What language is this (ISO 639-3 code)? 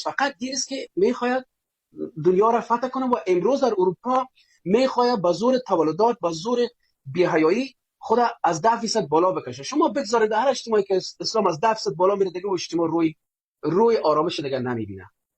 fas